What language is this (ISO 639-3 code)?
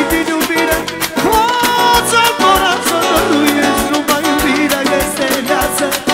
ron